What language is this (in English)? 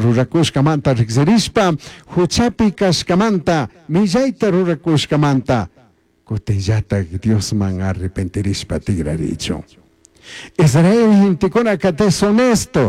Chimborazo Highland Quichua